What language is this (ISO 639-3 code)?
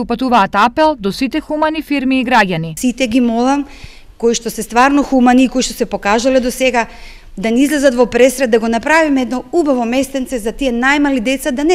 mkd